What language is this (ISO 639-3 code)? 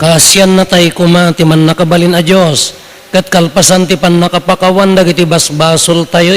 ilo